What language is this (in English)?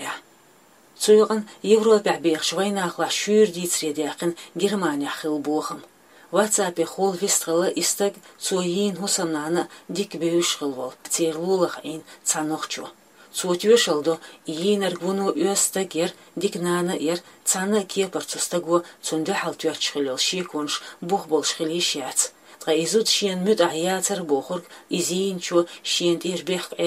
Chechen